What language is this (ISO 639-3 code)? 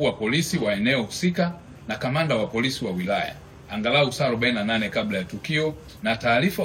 swa